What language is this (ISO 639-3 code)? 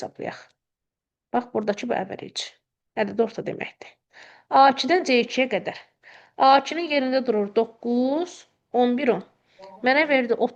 aze